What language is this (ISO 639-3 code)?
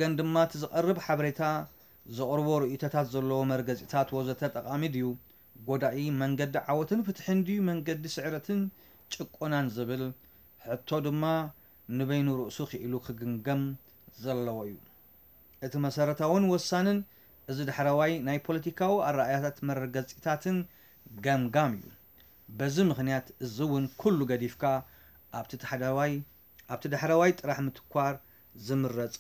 tir